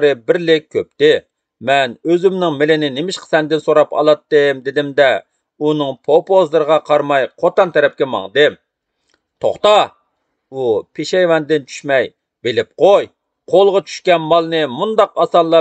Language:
Uyghur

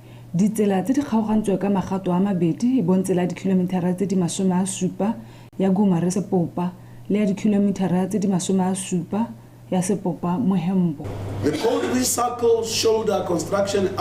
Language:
Tswana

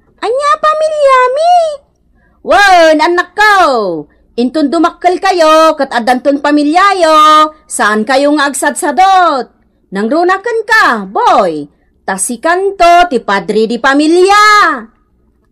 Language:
Iloko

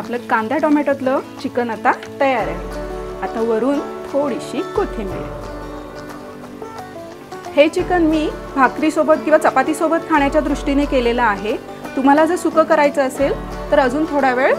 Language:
Marathi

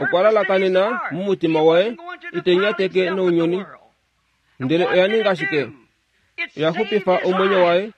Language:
Kuanyama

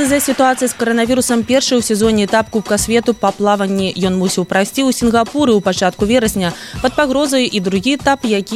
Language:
Belarusian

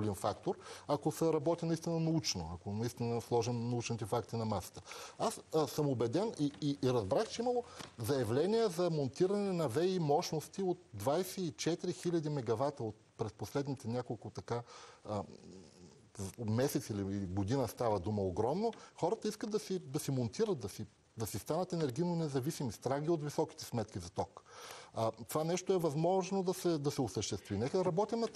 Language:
Bulgarian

